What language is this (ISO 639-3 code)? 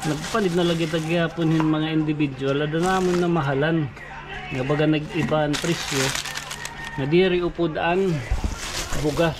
war